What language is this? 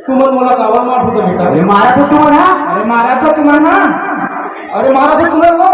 Chhattisgarhi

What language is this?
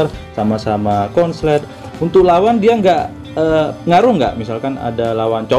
Indonesian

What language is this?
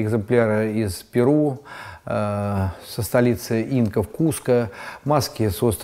Russian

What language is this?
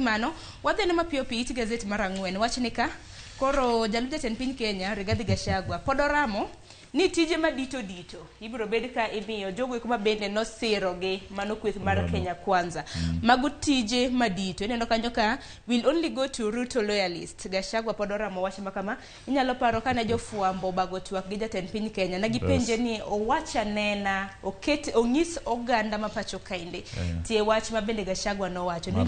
Luo (Kenya and Tanzania)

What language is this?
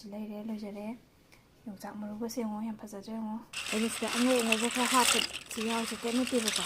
Manipuri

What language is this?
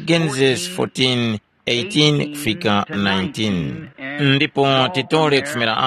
Tumbuka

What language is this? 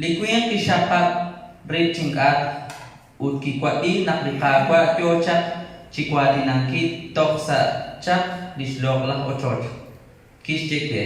Kekchí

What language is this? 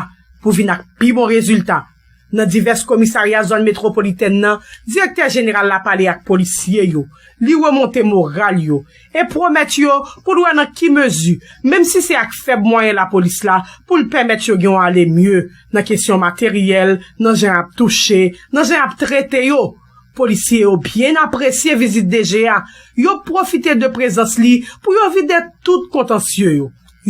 Haitian Creole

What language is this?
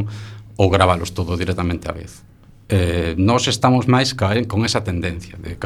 Galician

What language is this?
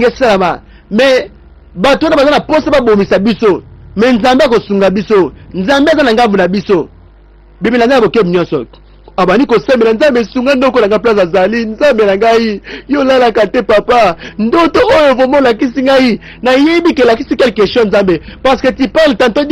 Lingala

